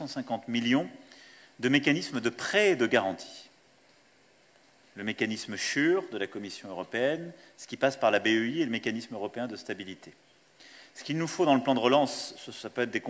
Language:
French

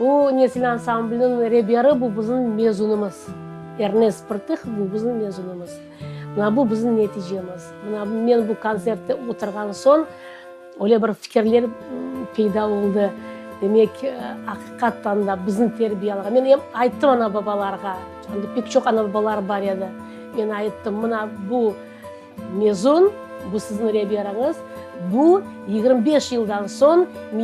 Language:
Crimean Tatar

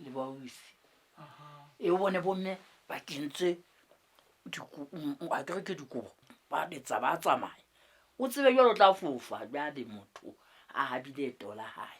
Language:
Southern Sotho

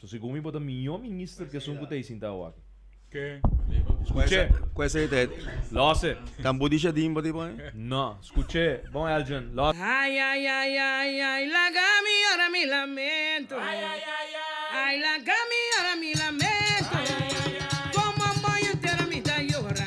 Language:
Papiamento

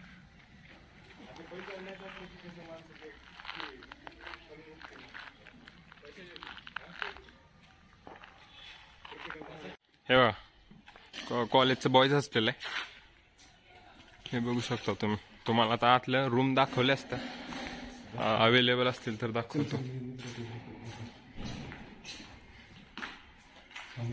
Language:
Marathi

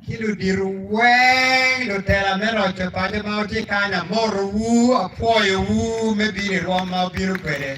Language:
Acoli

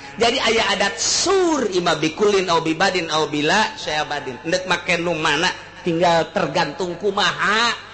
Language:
Sundanese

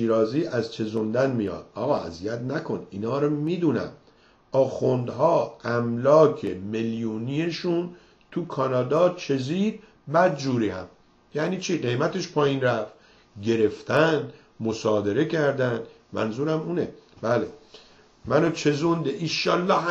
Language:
Persian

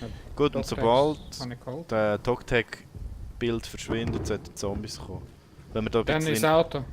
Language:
Swiss German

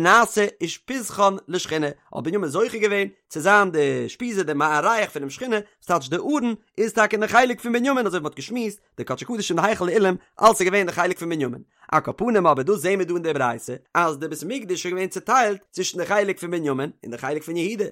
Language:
Yiddish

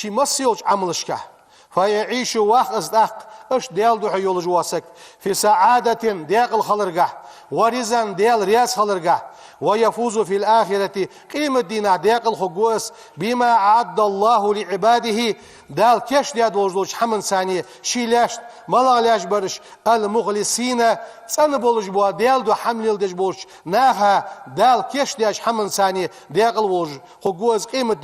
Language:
Ingush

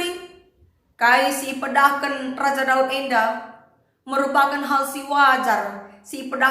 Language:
Batak Karo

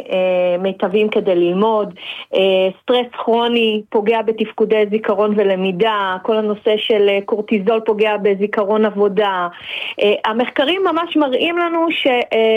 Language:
Hebrew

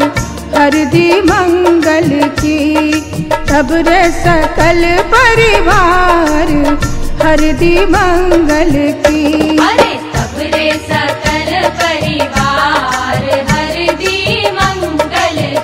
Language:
Bhojpuri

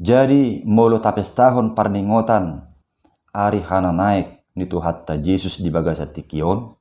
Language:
Batak Toba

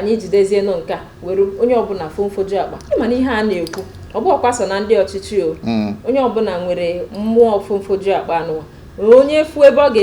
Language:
Igbo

